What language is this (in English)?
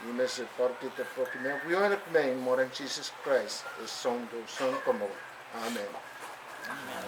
Pohnpeian